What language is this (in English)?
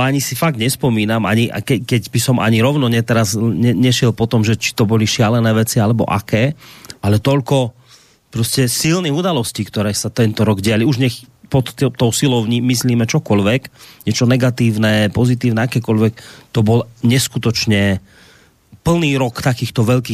Slovak